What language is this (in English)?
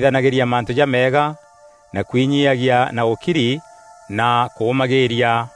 Meru